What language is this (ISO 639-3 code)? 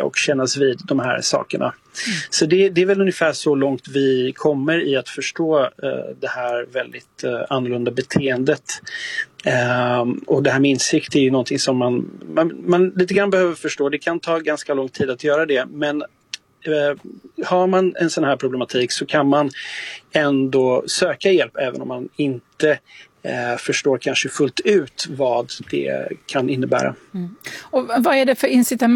swe